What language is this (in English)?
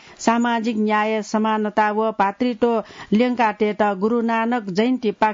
Newari